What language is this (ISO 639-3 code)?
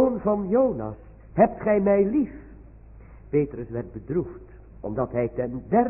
nld